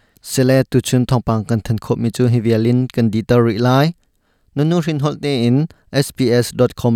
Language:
Hakha Chin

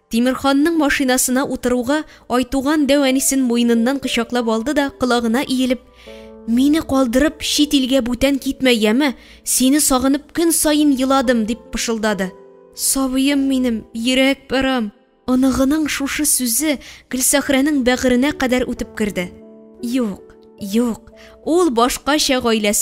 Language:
Tatar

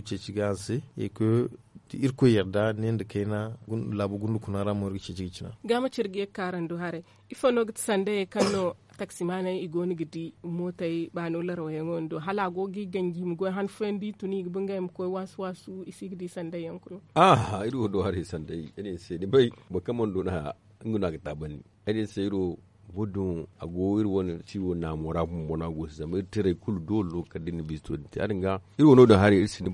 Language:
Zarma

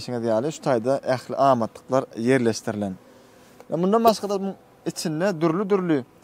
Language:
Turkmen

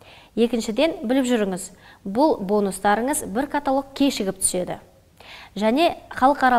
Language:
Kazakh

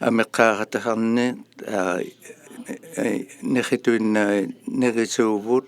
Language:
Inuktitut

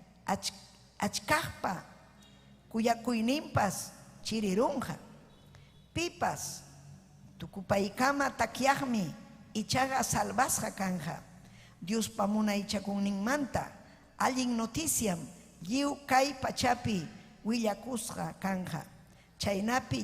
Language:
Ayacucho Quechua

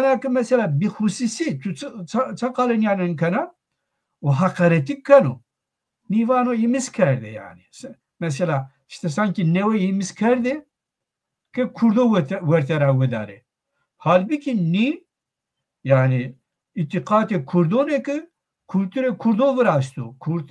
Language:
Zaza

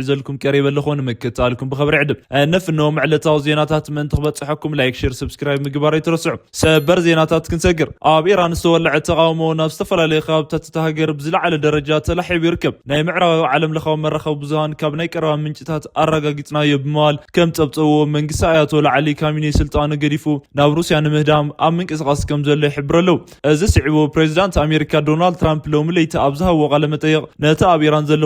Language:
Tigrinya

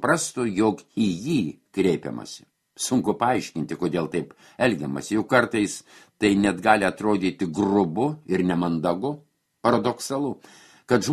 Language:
Lithuanian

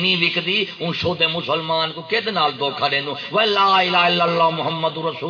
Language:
Saraiki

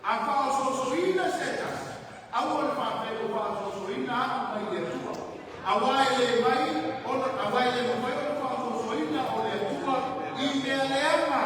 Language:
Samoan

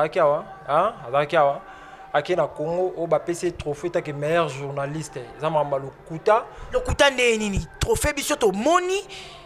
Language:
Lingala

